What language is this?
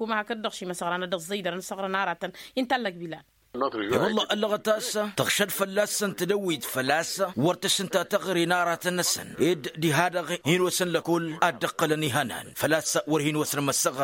Tamasheq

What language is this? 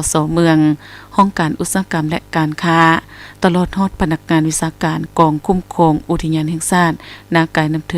Lao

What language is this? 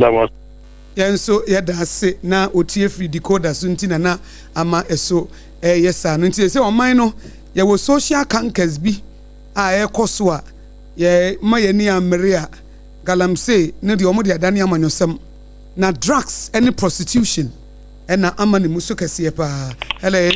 Akan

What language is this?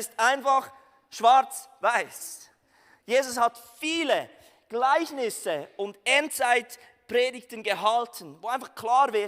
Swiss German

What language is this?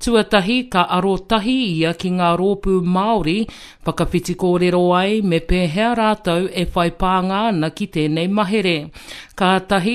Māori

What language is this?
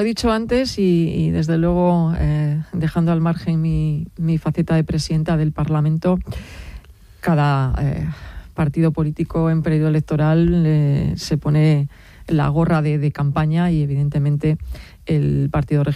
Spanish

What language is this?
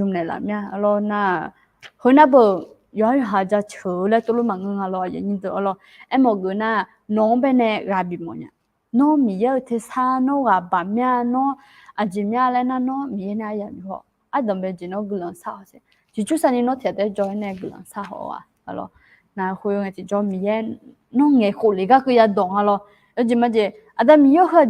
Akha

